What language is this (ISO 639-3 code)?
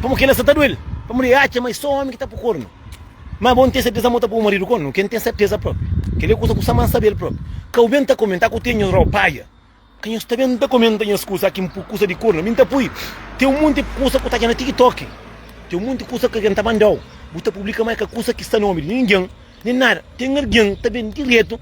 kea